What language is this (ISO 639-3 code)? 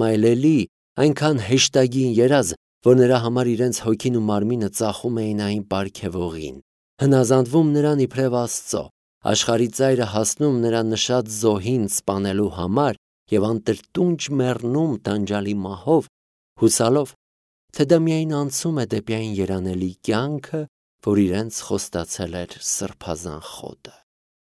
hye